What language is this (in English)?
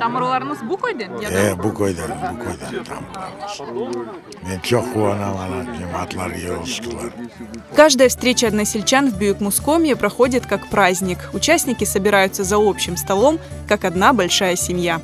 Crimean Tatar